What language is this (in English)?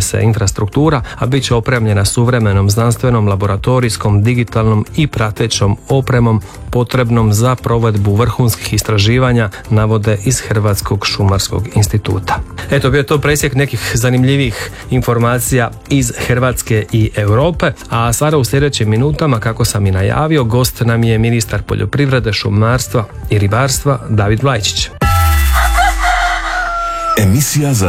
Croatian